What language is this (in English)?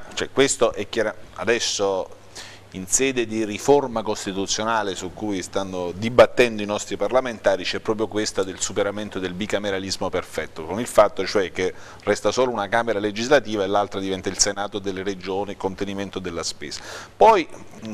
Italian